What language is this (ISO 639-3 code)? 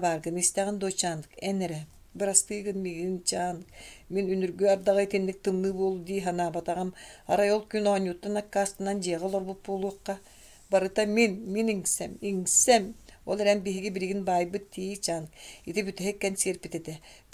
sah